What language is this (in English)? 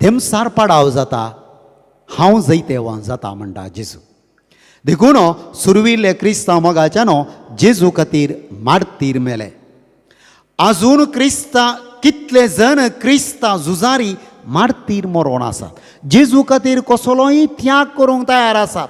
Konkani